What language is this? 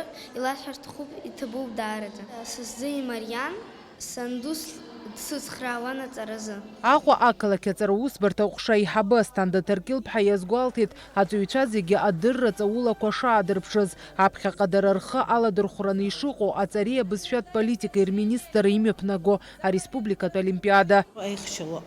Abkhazian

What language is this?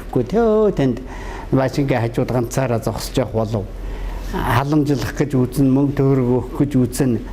Mongolian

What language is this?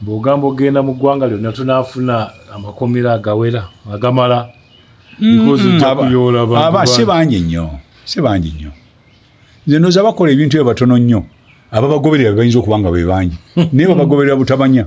Ganda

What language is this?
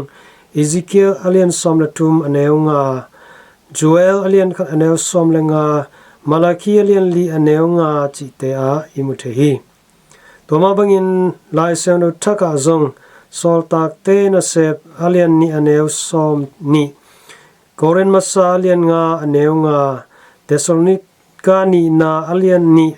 Tedim Chin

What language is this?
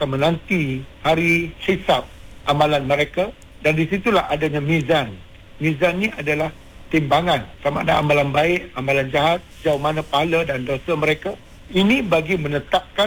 Malay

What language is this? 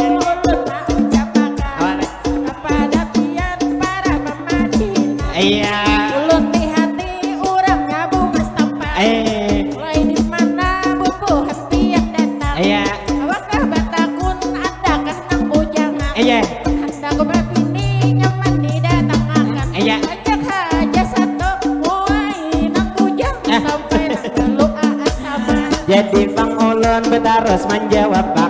Banjar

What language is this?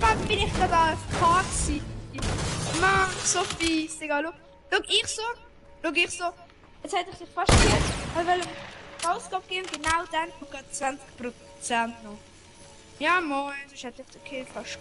Swiss German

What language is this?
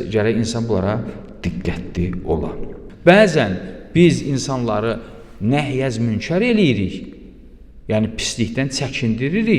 Azerbaijani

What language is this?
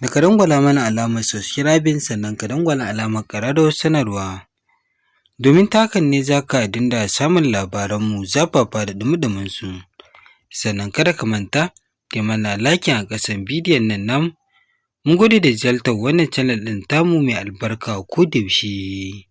Hausa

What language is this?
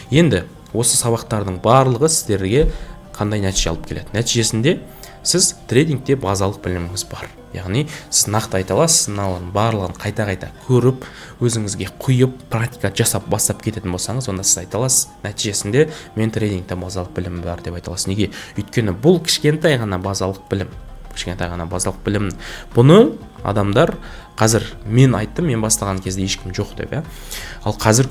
Kazakh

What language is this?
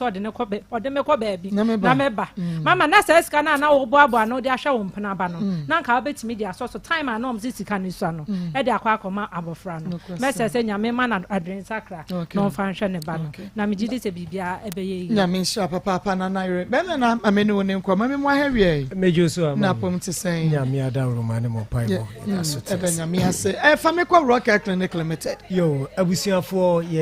Akan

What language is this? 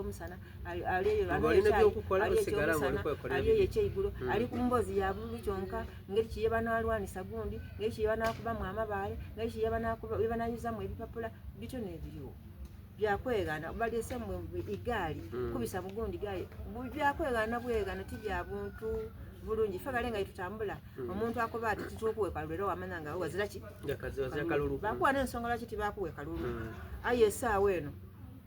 Soga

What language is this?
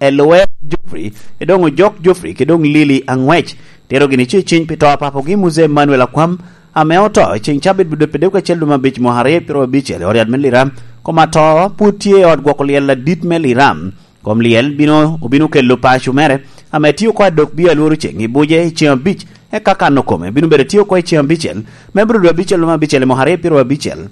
Lango (Uganda)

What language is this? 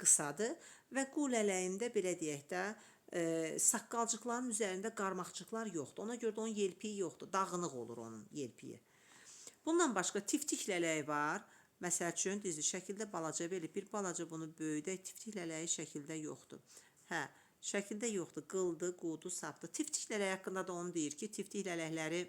Azerbaijani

